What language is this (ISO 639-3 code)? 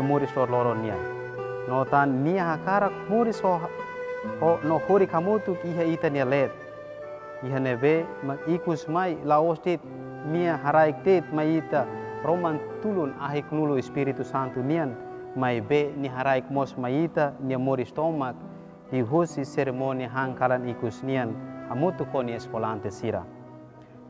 tet